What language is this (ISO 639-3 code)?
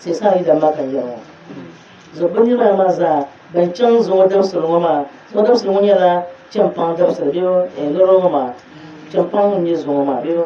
dag